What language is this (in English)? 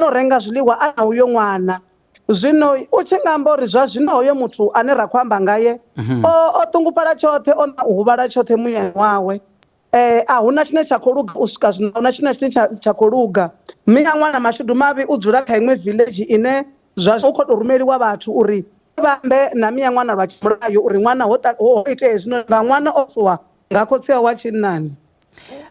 Venda